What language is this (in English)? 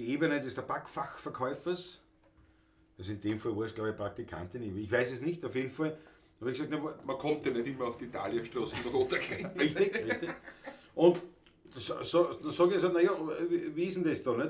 Bavarian